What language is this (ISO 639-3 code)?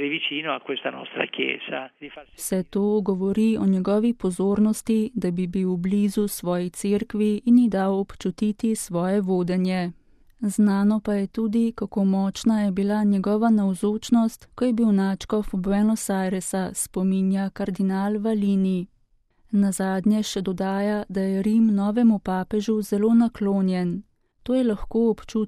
slv